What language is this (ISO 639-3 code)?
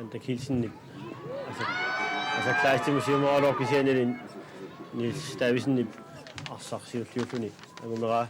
kal